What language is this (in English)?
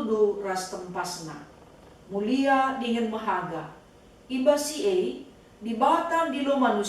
Batak Karo